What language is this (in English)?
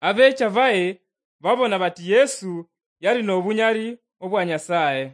Luyia